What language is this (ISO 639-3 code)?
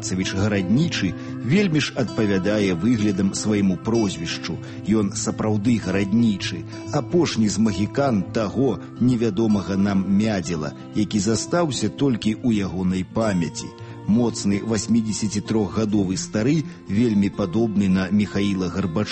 bel